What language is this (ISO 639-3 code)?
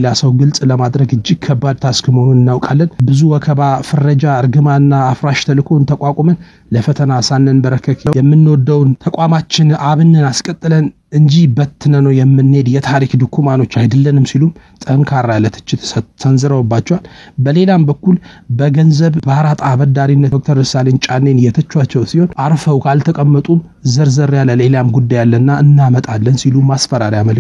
amh